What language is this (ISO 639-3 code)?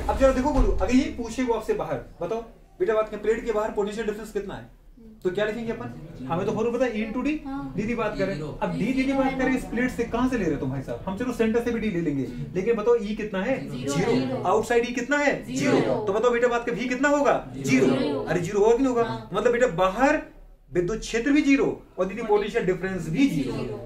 hin